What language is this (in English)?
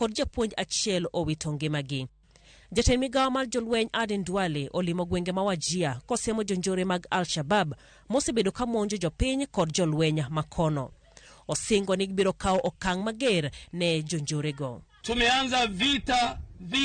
Luo (Kenya and Tanzania)